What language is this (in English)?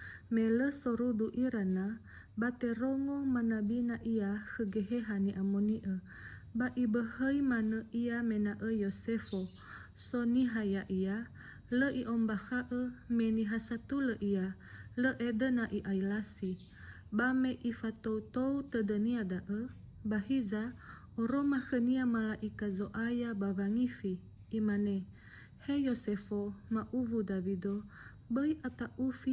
Nias